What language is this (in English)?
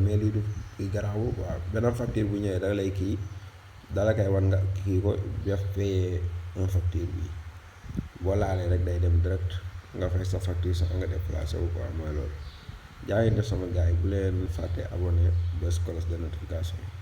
Wolof